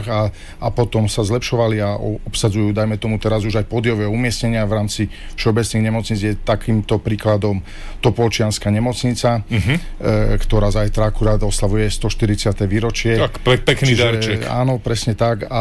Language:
Slovak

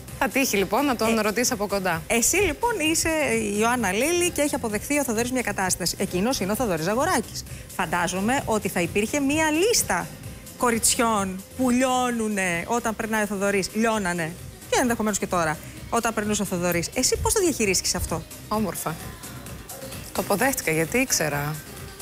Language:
Greek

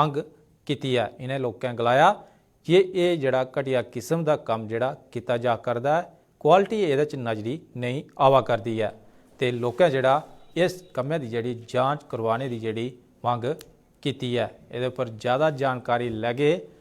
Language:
Dogri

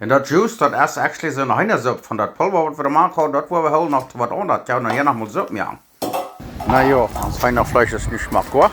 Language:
Plautdietsch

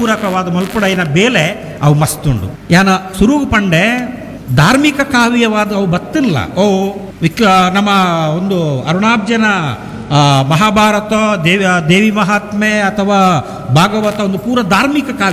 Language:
Tulu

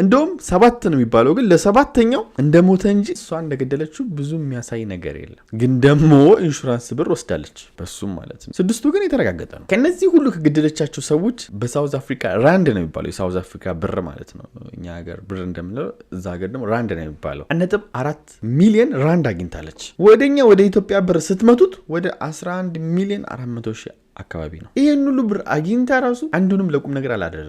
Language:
Amharic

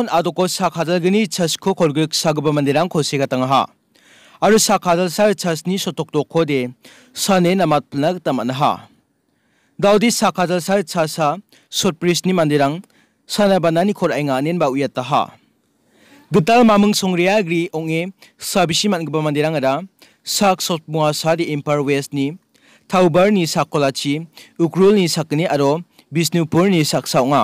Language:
Garo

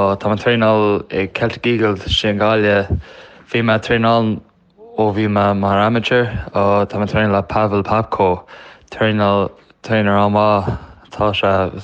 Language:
Irish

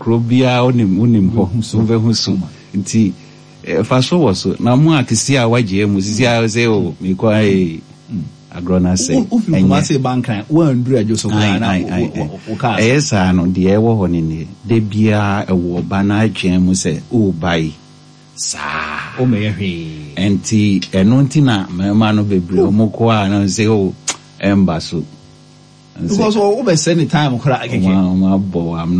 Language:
Akan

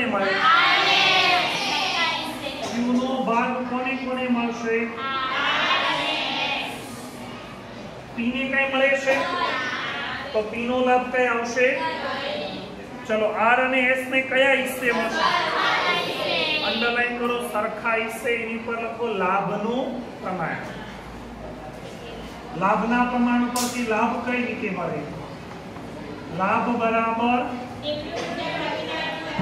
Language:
Gujarati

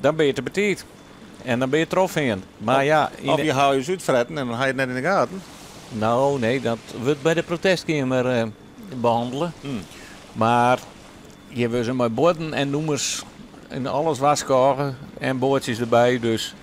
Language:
Western Frisian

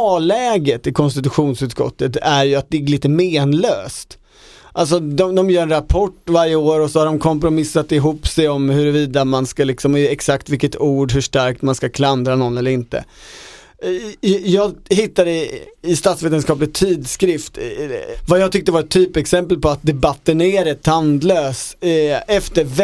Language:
Swedish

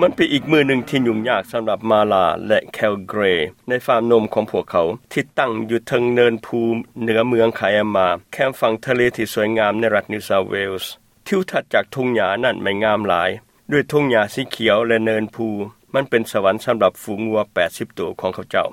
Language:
Lao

